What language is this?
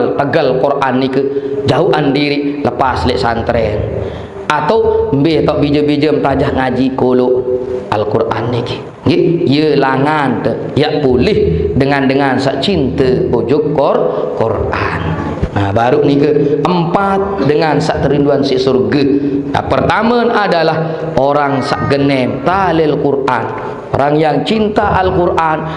Sasak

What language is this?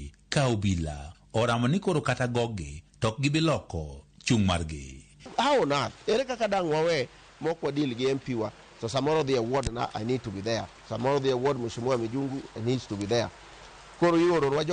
Luo (Kenya and Tanzania)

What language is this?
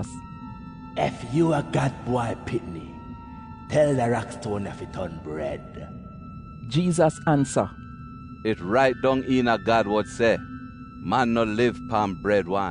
Jamaican Creole English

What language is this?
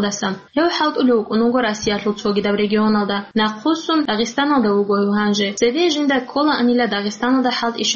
Avaric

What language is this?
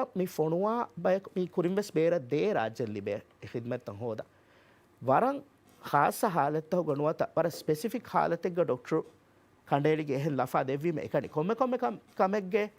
Divehi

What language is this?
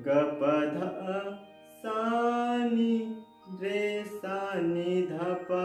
Chhattisgarhi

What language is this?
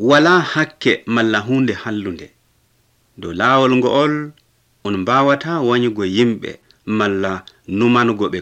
Nigerian Fulfulde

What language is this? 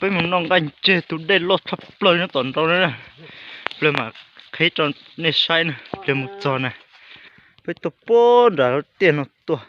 Hmong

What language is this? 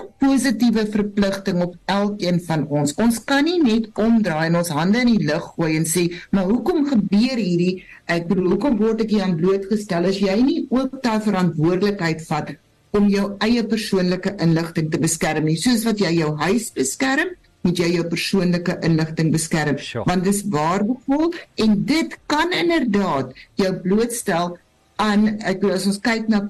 Afrikaans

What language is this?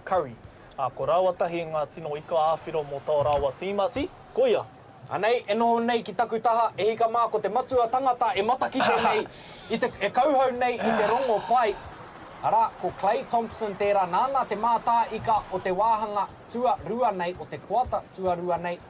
Māori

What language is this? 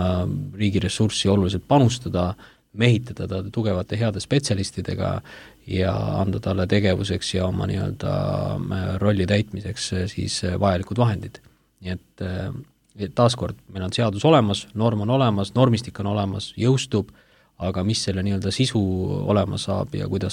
Estonian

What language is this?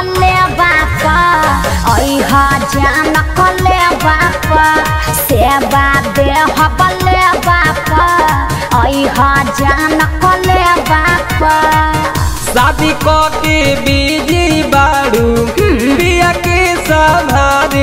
Bhojpuri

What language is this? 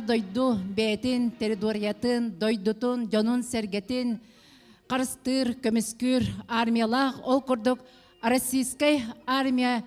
Yakut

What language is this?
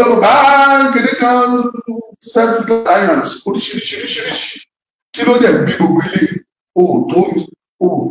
Yoruba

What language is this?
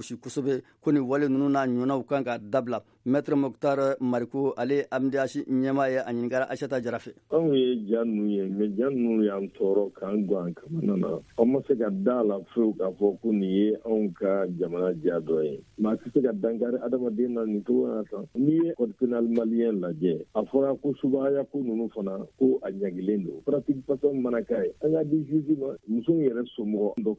Bambara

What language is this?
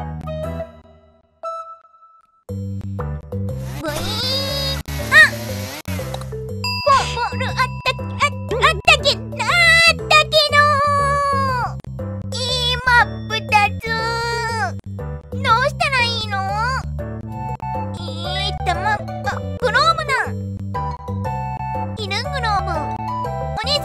Japanese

